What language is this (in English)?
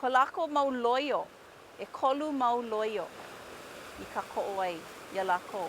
Hawaiian